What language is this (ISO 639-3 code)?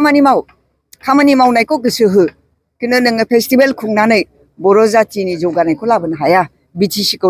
brx